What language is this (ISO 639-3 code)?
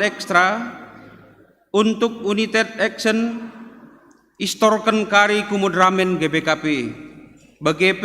btx